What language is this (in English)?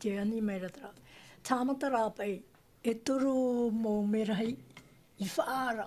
Tahitian